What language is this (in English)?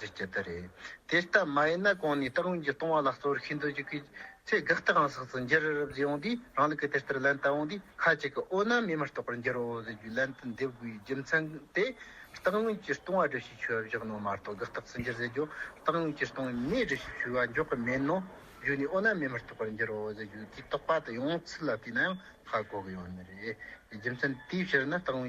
Tibetan